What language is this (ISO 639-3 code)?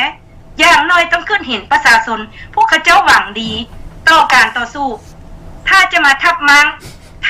lao